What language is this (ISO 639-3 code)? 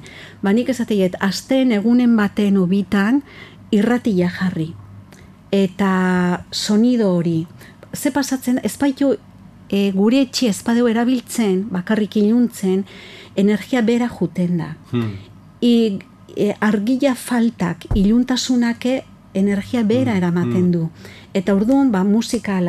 eus